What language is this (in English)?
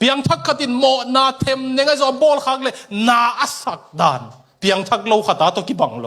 Tedim Chin